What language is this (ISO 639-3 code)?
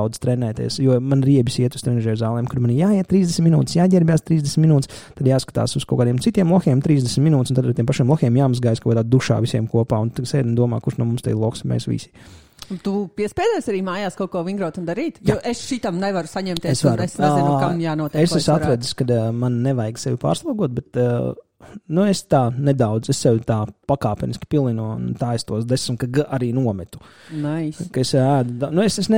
lav